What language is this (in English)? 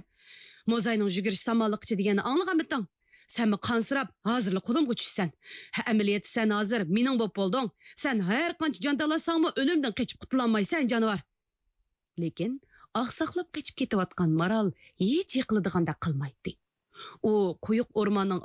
Uyghur